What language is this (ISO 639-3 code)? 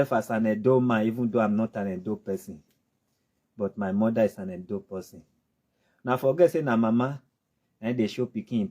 pcm